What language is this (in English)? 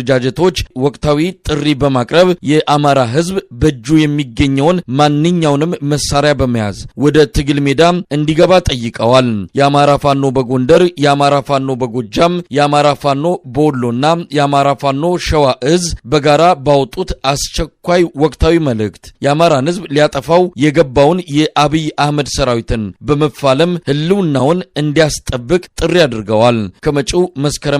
Amharic